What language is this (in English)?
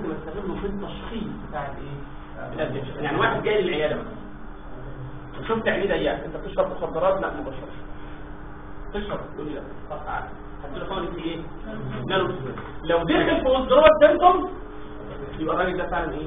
Egyptian Arabic